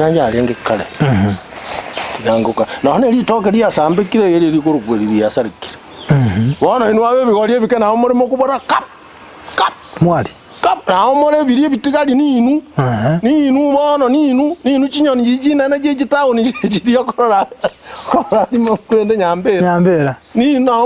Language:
Gusii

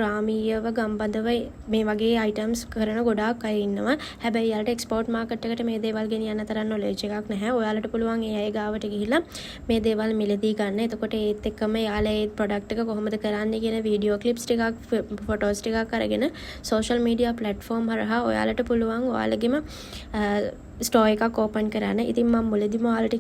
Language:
Sinhala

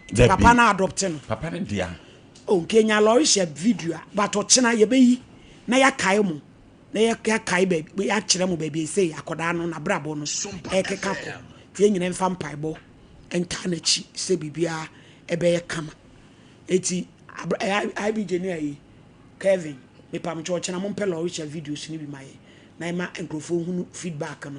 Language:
Akan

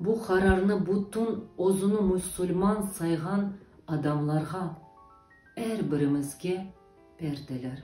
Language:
Crimean Tatar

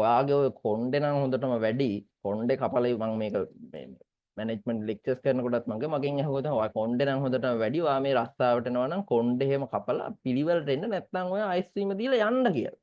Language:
Sinhala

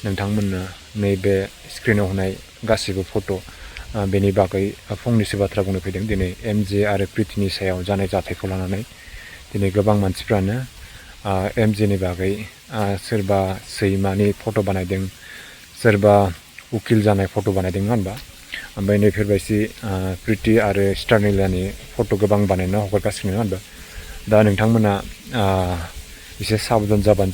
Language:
Bodo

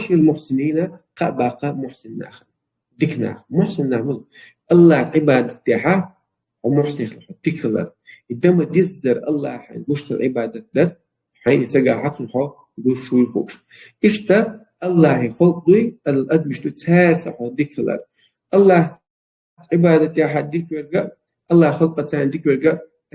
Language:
Chechen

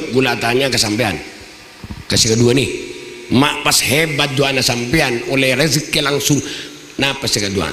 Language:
Madurese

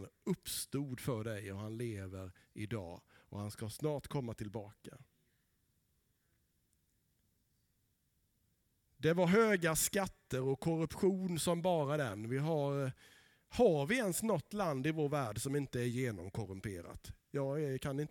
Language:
Swedish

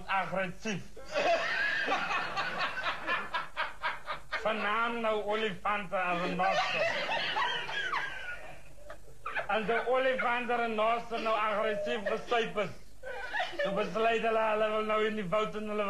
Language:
Afrikaans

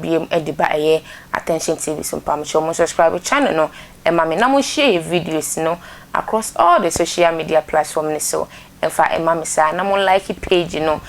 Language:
Akan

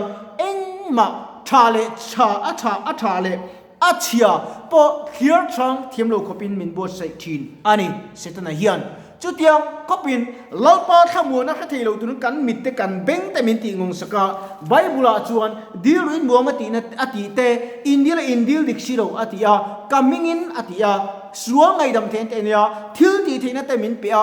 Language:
Mizo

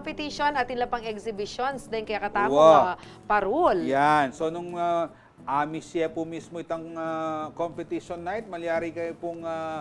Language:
Pampanga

